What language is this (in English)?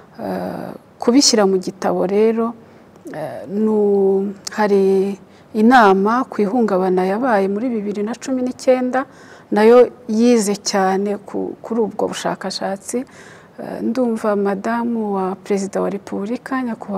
Kinyarwanda